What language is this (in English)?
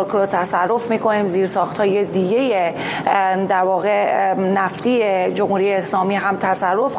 Persian